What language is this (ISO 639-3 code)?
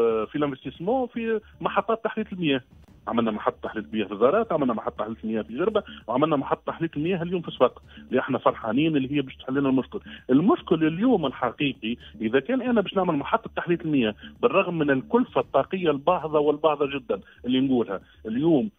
aeb